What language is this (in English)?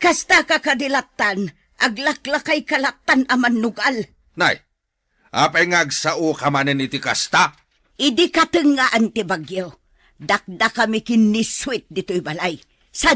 Iloko